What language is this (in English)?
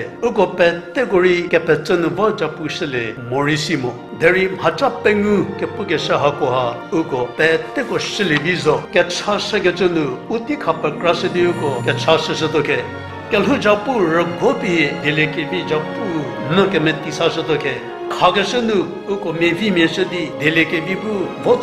Angami Naga